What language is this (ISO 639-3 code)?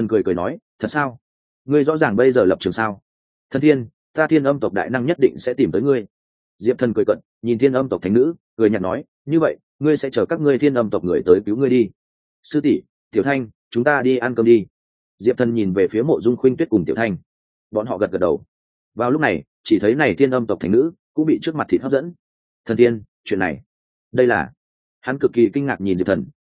vie